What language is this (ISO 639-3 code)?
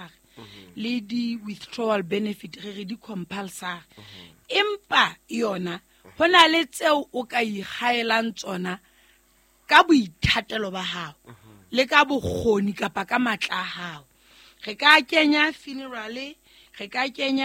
sot